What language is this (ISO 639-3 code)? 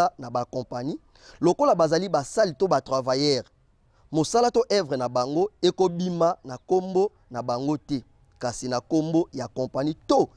lin